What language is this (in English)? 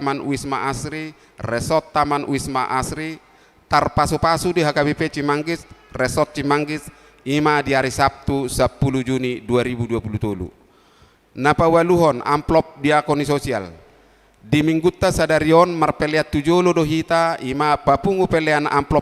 Batak Toba